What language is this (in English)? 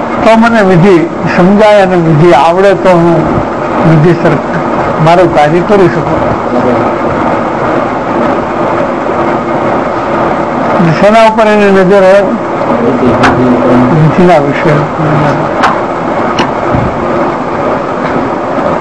Gujarati